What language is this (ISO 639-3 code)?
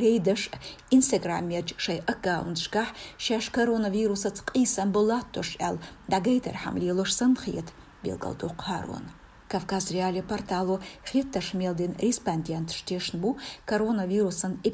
che